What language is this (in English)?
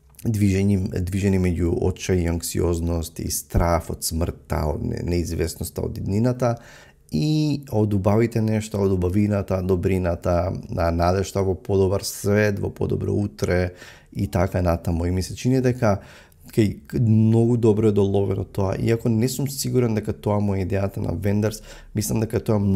Macedonian